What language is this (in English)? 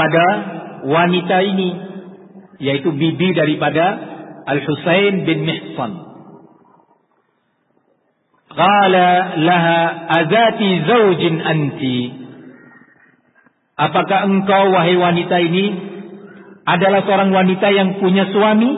Indonesian